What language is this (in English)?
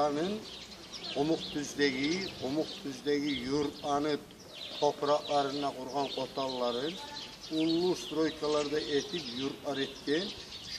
Kumyk